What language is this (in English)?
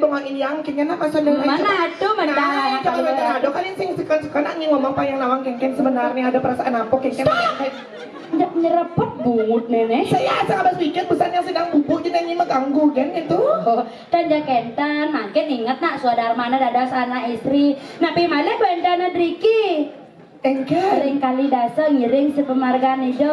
Balinese